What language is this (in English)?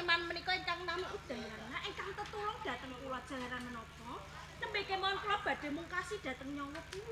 Javanese